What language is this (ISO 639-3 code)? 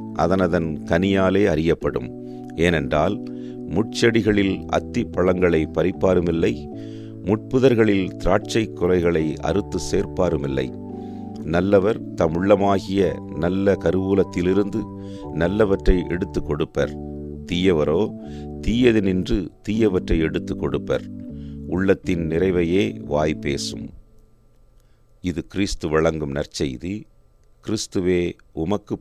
tam